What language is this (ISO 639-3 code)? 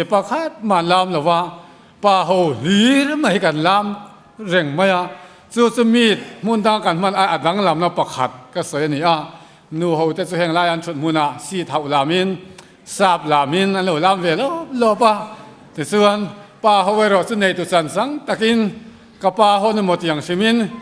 lus